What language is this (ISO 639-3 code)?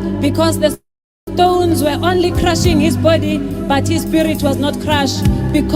sot